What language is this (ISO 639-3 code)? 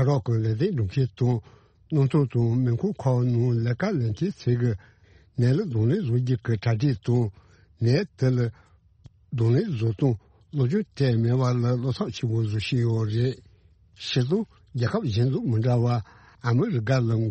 bod